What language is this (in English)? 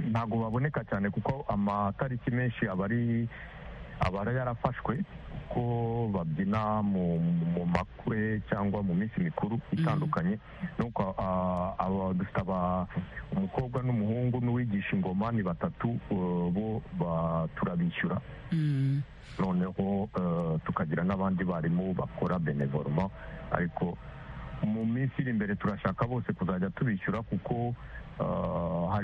Kinyarwanda